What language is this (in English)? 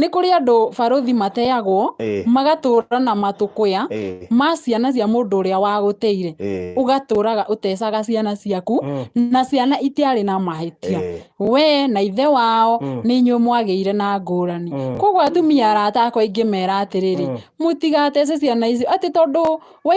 Kikuyu